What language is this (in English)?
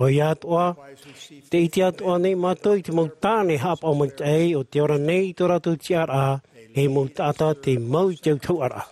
Tahitian